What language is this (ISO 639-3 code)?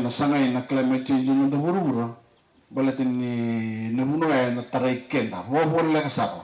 fij